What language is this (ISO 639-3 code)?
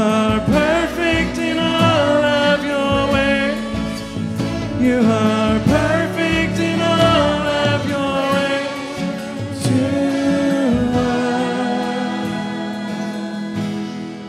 eng